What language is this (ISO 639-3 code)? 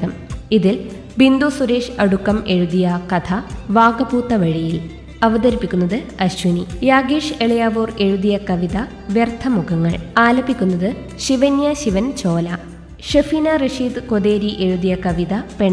mal